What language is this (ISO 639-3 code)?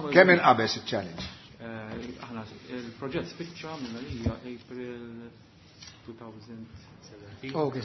mlt